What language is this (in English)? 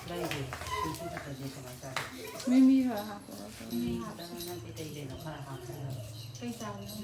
Manipuri